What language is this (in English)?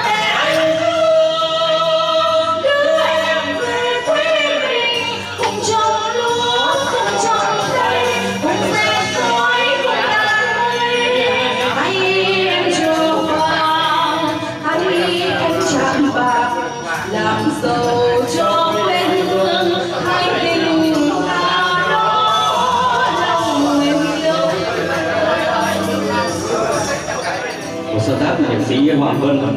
Vietnamese